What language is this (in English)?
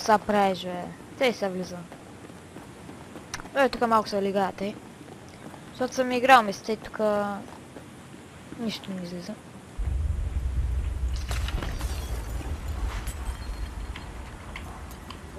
Bulgarian